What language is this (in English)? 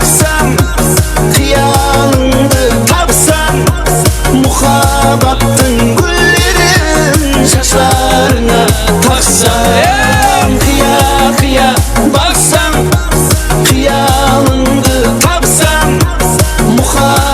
Kara-Kalpak